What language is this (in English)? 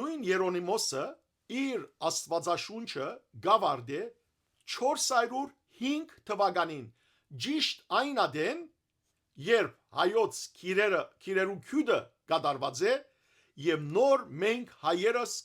Western Armenian